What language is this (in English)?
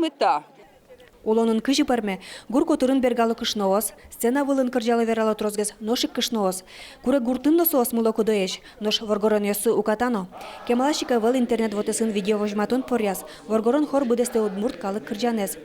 Udmurt